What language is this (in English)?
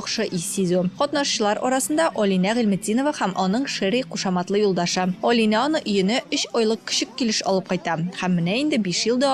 Tatar